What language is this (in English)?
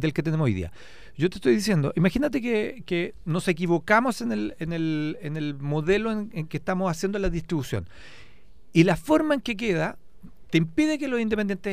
Spanish